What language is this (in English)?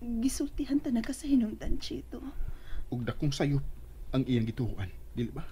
Cebuano